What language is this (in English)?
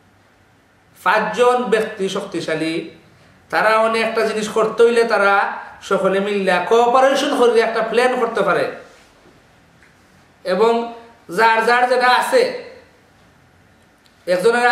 Bangla